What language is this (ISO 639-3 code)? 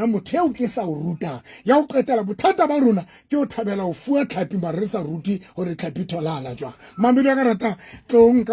sot